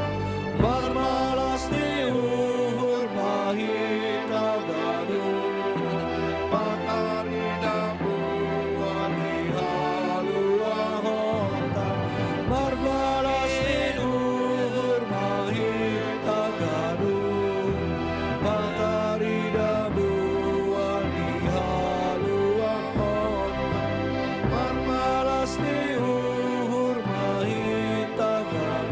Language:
Batak Simalungun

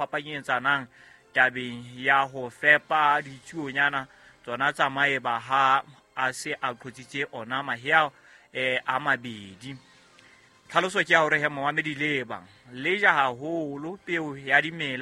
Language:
Southern Sotho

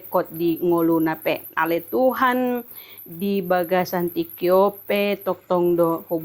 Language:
Batak Toba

